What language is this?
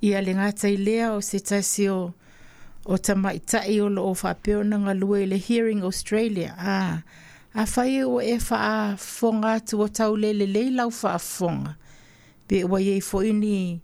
Samoan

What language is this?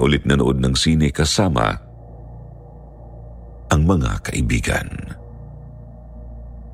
Filipino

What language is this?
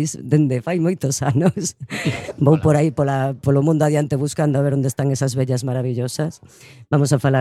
Galician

